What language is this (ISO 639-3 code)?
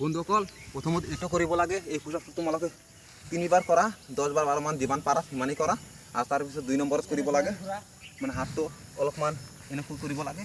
asm